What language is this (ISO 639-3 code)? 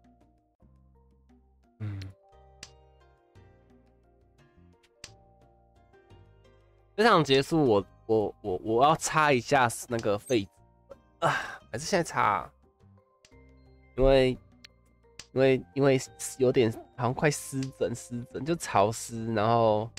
zho